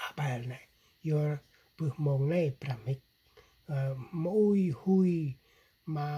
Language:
Central Mnong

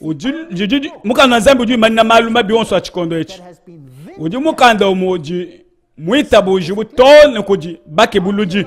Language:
Luba-Lulua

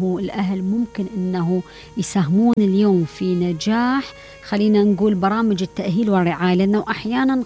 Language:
Mesopotamian Arabic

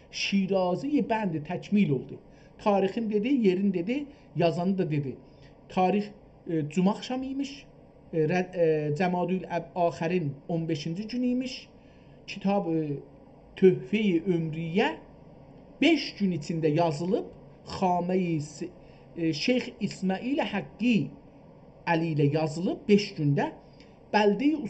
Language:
South Azerbaijani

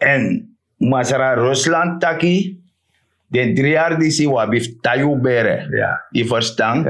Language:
Sranan Tongo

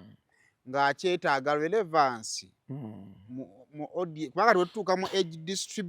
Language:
Ganda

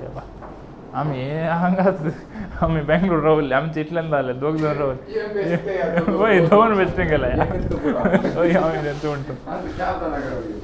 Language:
Konkani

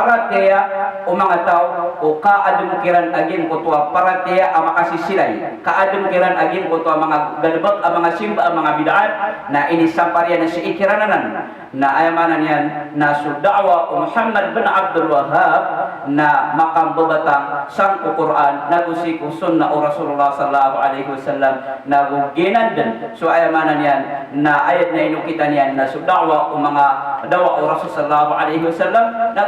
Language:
Maranao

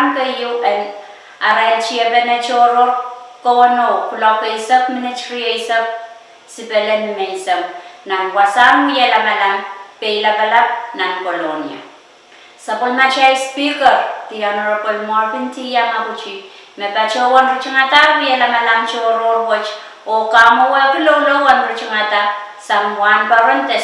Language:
Pohnpeian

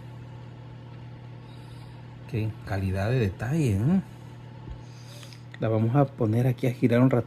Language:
Spanish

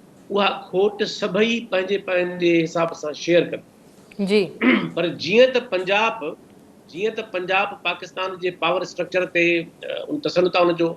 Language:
Sindhi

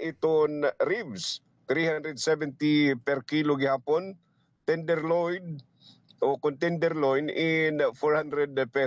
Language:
Waray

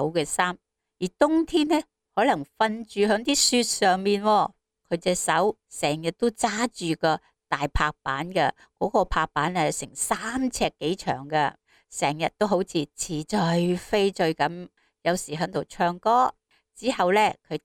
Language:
Cantonese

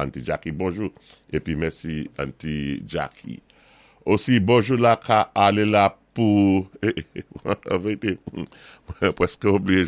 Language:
Saint Lucian Creole French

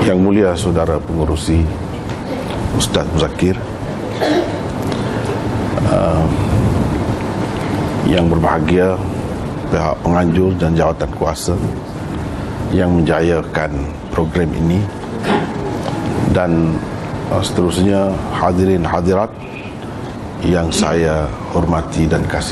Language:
Malay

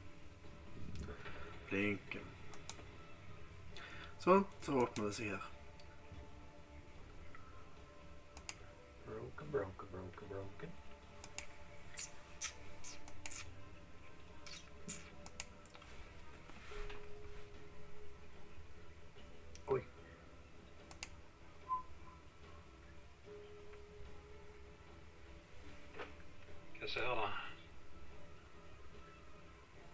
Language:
Norwegian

